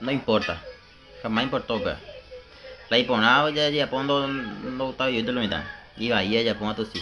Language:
Guarani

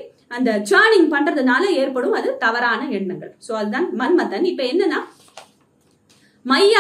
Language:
Tamil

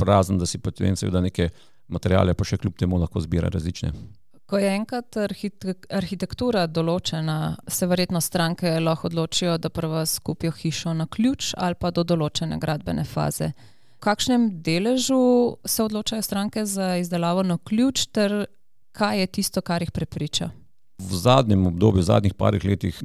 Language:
Slovenian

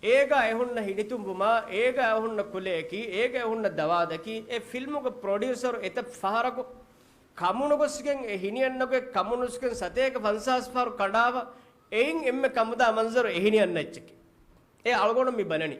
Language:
Divehi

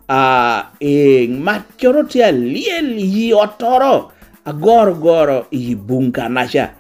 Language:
Lango (Uganda)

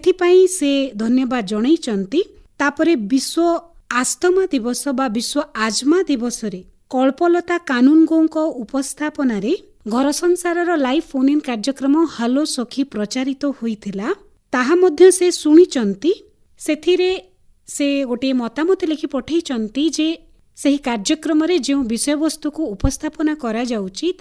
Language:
Odia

